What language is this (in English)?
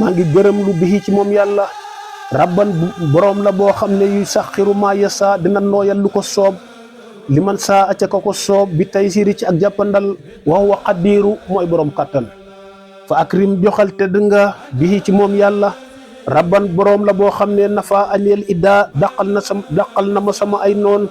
Wolof